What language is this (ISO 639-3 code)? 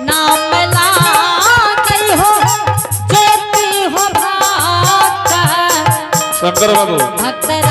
anp